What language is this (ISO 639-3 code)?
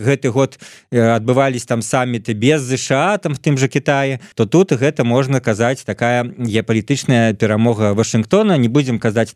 bel